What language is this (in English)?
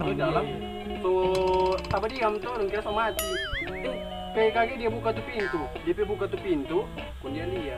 Manado Malay